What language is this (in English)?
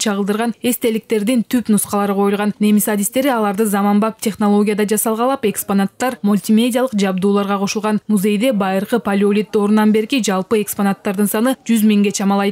Kyrgyz